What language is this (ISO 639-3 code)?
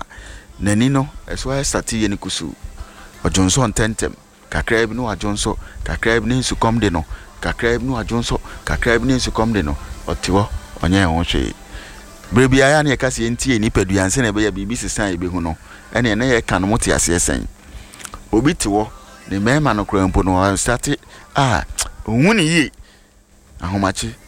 aka